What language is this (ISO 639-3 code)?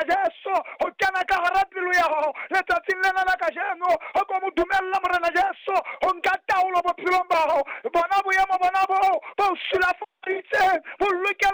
sot